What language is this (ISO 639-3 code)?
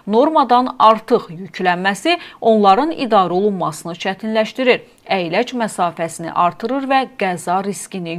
aze